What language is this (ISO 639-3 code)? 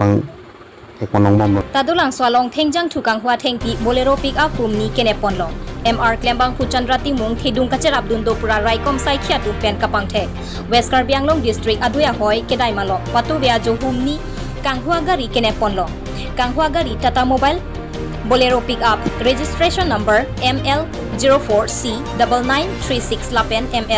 mjw